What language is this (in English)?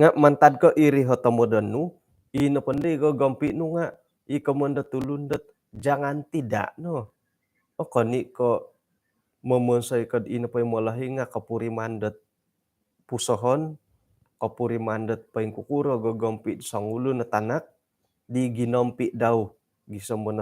Central Dusun